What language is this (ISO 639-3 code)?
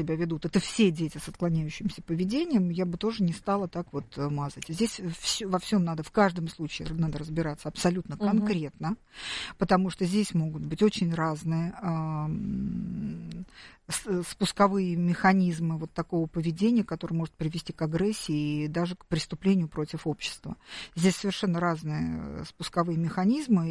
rus